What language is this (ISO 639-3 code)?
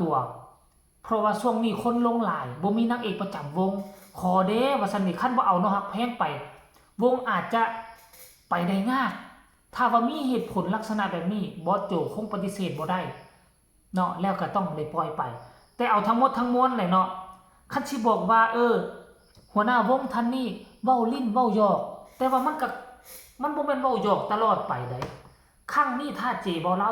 tts